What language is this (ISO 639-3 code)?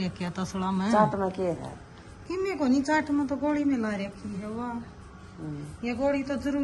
hin